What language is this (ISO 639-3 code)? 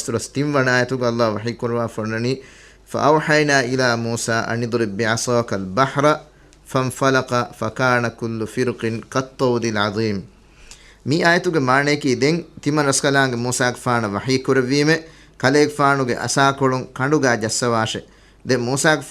div